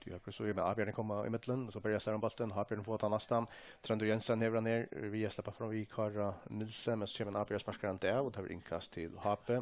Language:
Faroese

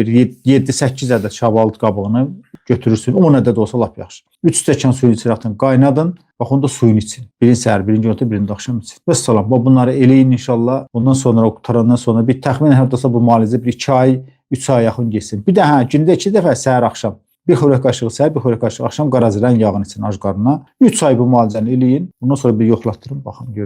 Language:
Azerbaijani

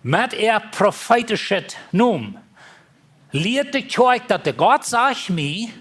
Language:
Plautdietsch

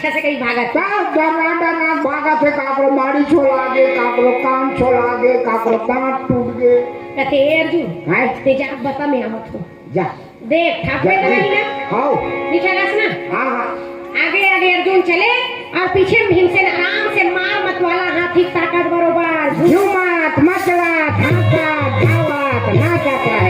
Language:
Chhattisgarhi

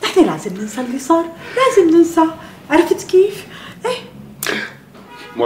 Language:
North Levantine Arabic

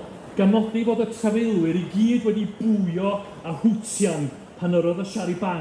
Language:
Welsh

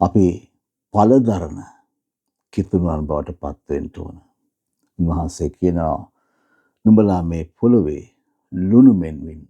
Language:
Sinhala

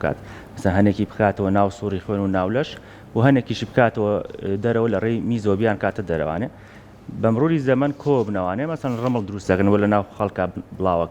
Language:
Central Kurdish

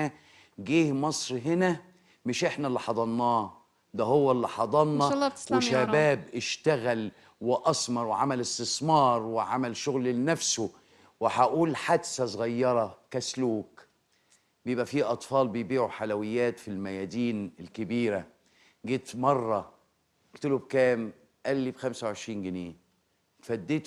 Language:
Egyptian Arabic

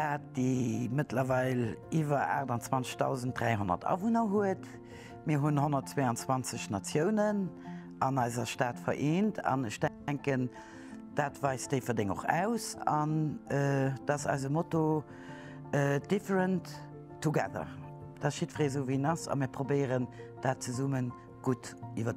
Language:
Luxembourgish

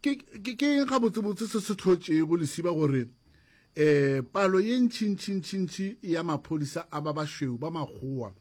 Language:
Northern Sotho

